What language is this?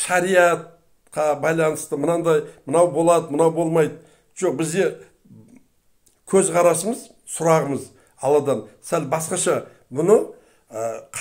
Kazakh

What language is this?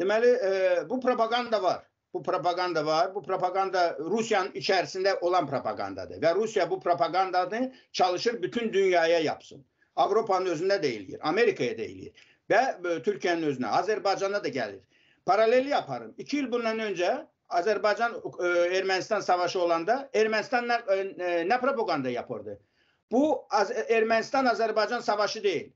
Crimean Tatar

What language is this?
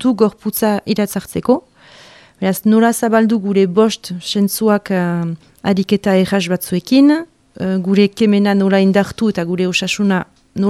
Basque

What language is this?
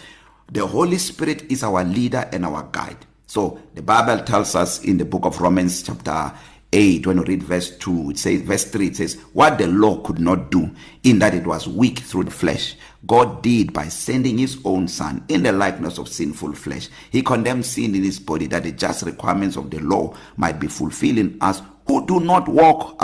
English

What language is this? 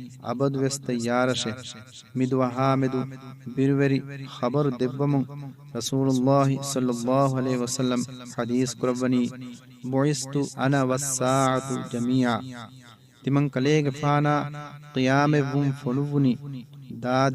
Divehi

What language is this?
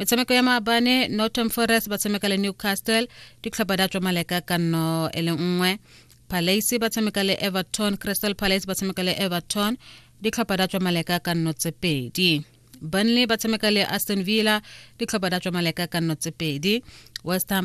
Tswana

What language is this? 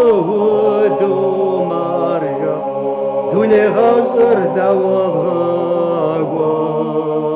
Kabardian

